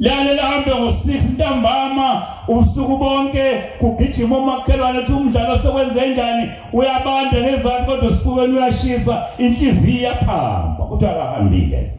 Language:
Zulu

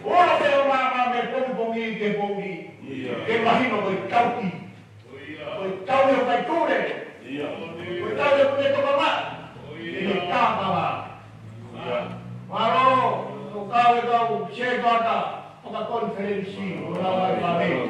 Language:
Tongan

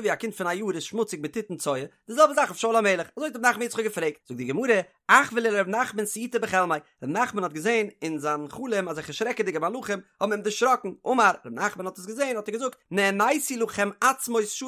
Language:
Yiddish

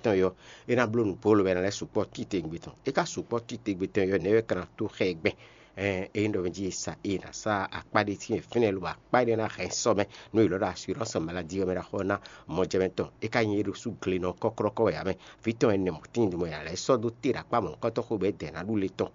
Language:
Fon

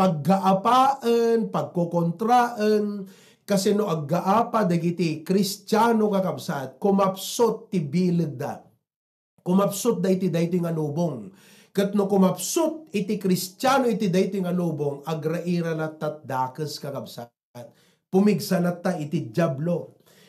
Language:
Iloko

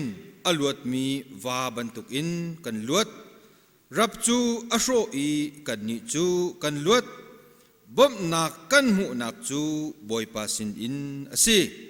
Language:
Hakha Chin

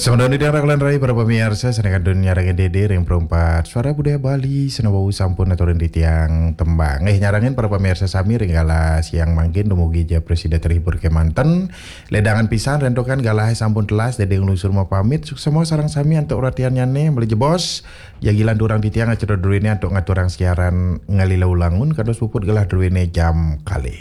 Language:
Balinese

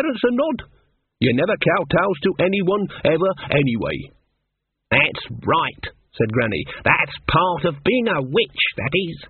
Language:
English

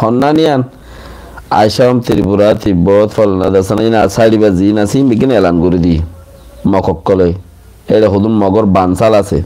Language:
Rohingya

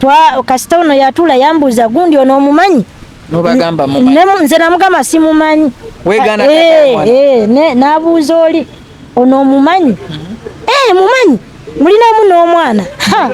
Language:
Ganda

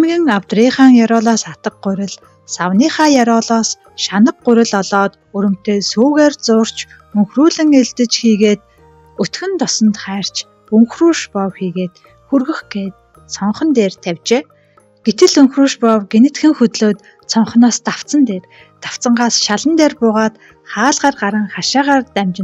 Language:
Mongolian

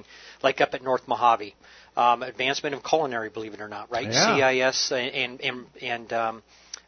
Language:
English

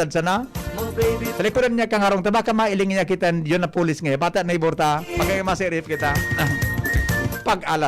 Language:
Bikol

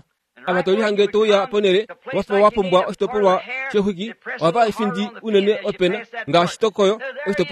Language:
Kuanyama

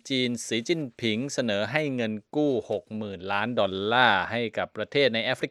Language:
Thai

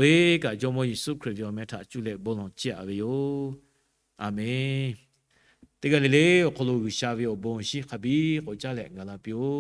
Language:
Lahu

